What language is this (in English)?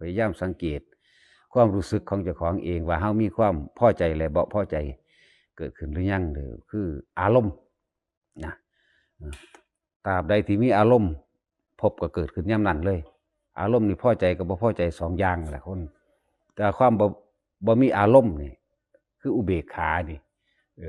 Northeastern Thai